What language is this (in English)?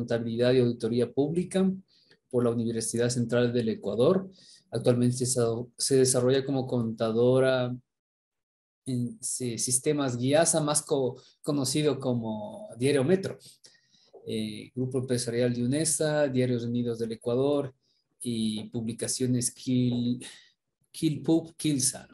Spanish